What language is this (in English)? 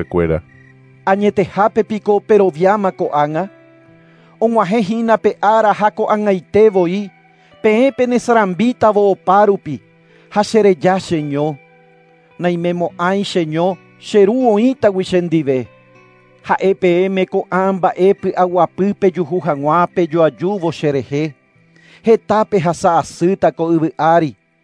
Guarani